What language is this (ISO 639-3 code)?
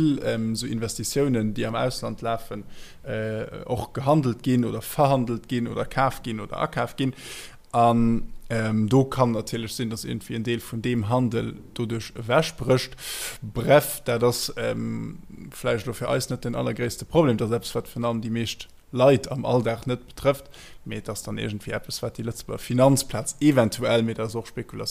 ltz